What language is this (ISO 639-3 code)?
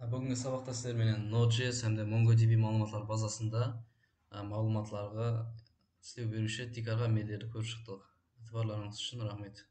kaa